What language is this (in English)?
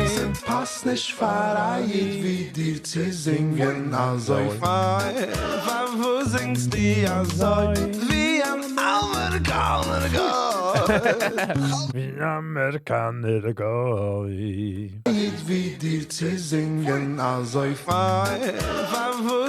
Yiddish